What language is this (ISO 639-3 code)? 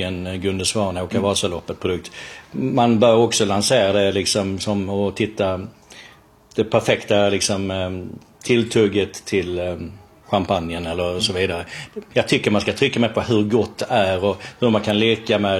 swe